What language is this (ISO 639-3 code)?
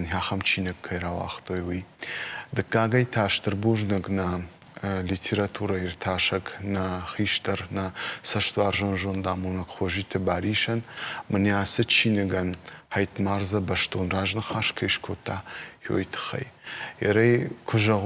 oss